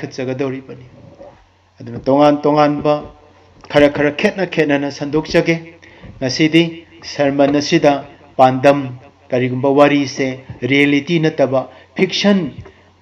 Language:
Manipuri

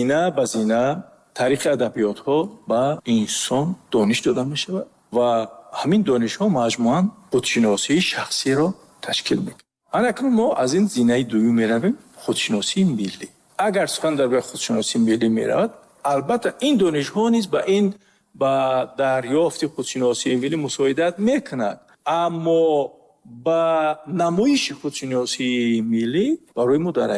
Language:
Tajik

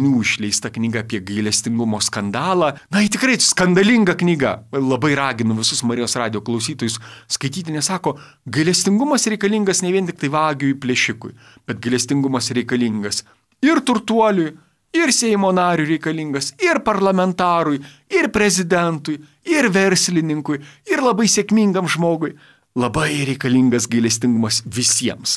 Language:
Lithuanian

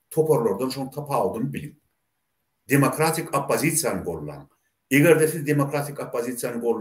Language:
Turkmen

